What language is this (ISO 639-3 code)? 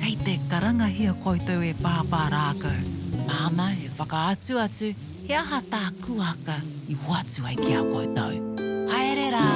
mri